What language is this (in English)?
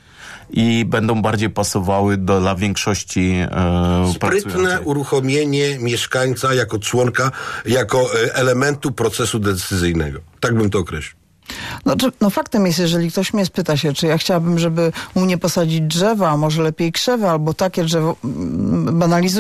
Polish